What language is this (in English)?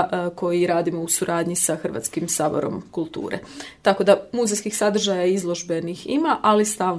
Croatian